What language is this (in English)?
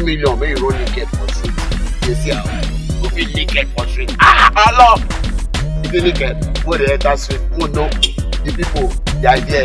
Nigerian Pidgin